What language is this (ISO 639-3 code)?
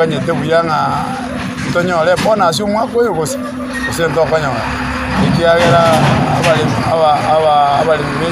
guz